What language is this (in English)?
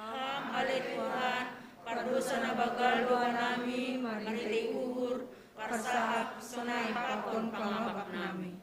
Batak Simalungun